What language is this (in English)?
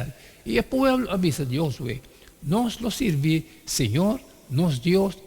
Papiamento